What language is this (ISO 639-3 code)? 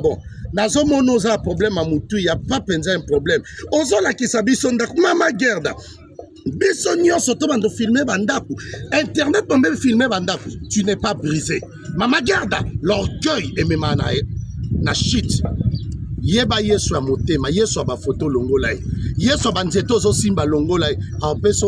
lin